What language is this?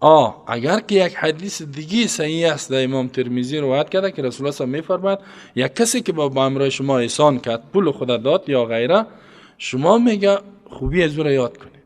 Persian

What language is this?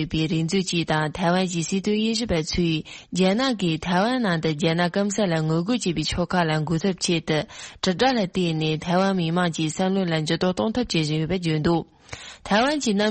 Tibetan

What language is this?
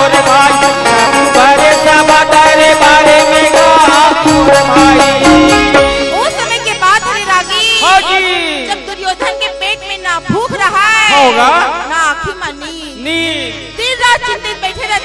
Chhattisgarhi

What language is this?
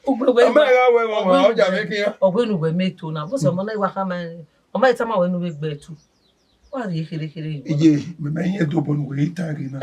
Bini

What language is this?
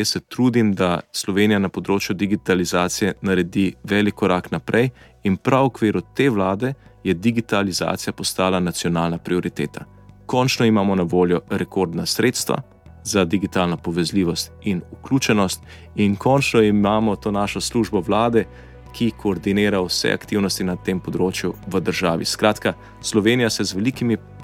Slovenian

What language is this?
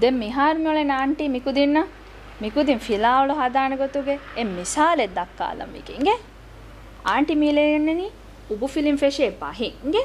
Divehi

